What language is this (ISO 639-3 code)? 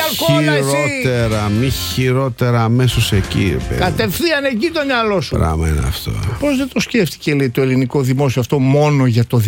ell